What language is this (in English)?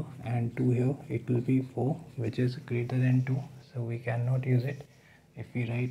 English